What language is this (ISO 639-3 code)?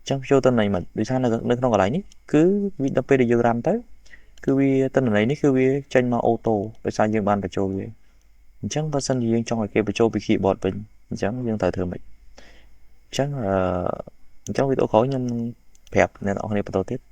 khm